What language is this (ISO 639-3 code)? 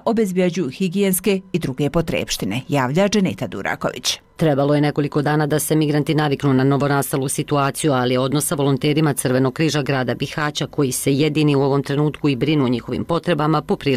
bos